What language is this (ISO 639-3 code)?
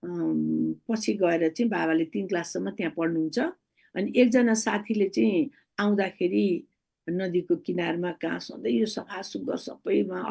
nep